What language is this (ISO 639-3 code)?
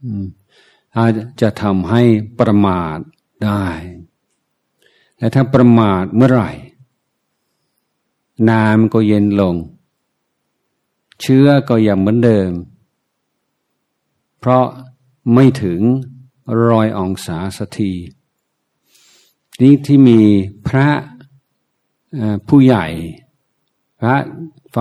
tha